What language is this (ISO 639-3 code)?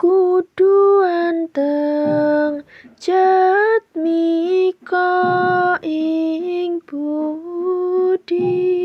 jav